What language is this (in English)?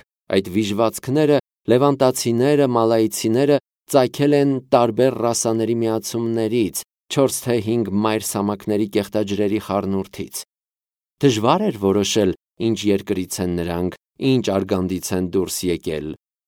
Armenian